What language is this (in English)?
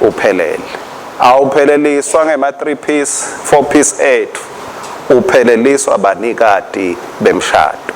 Swati